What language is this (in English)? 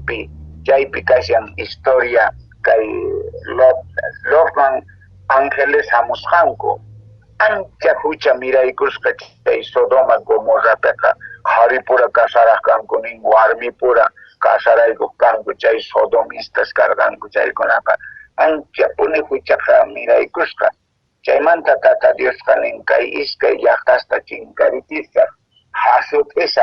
Quechua